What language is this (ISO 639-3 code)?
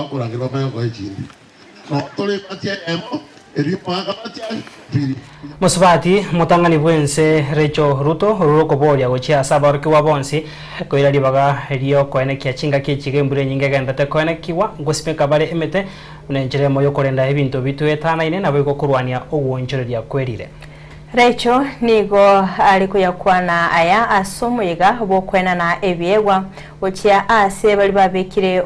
guz